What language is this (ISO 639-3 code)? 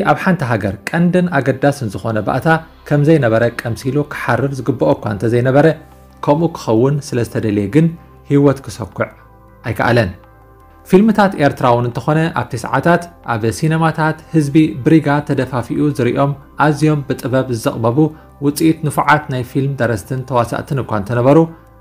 tir